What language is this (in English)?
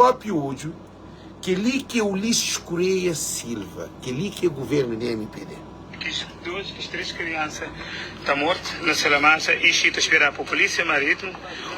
Kabuverdianu